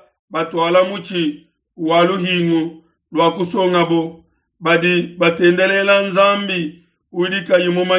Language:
Luba-Lulua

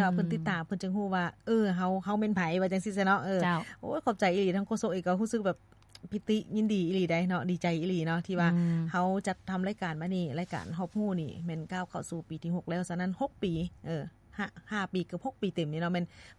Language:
Lao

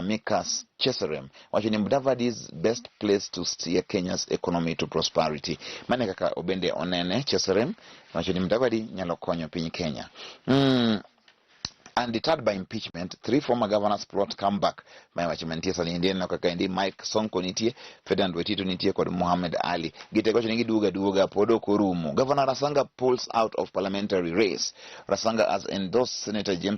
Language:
Luo (Kenya and Tanzania)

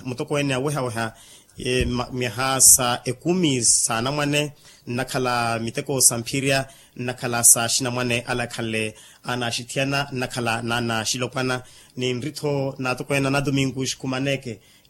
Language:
Makhuwa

